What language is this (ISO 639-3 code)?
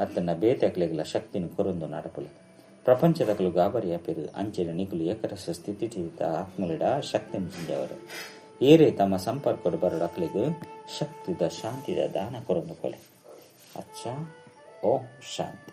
tcy